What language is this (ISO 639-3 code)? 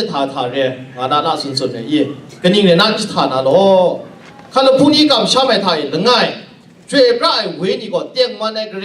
kac